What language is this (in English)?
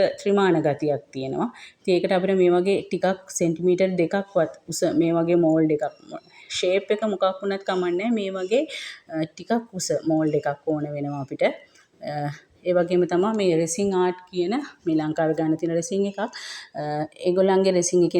Sinhala